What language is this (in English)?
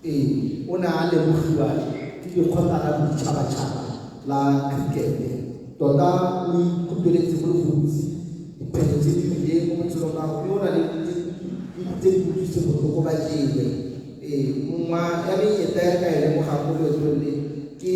Tswana